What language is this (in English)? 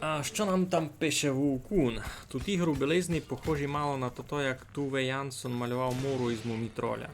Rusyn